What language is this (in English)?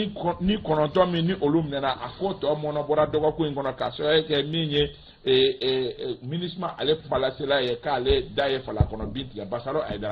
Bambara